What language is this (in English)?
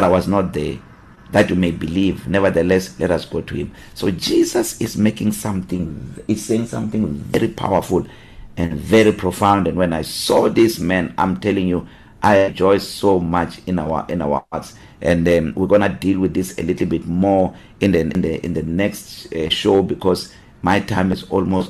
English